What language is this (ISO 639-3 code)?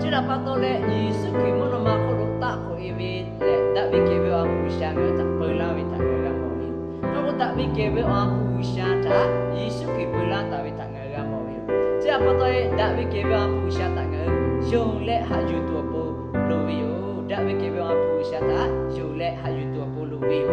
lhu